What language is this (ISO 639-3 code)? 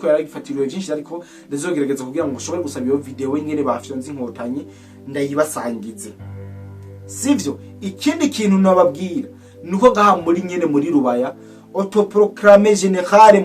run